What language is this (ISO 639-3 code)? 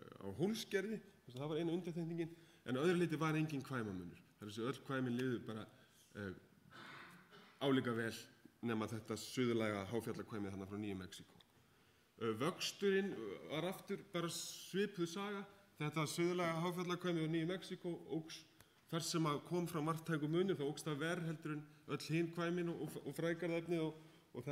isl